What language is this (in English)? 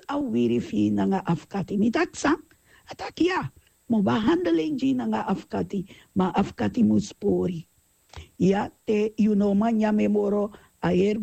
Sranan Tongo